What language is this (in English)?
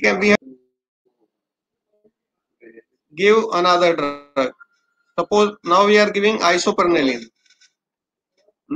English